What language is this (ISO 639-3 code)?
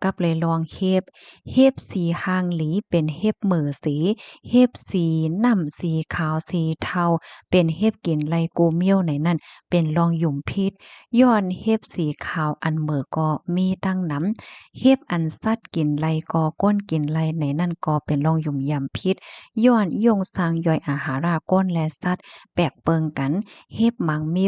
shn